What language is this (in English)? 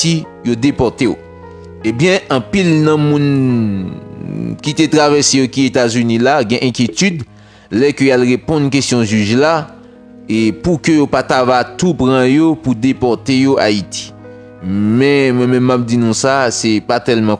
Haitian Creole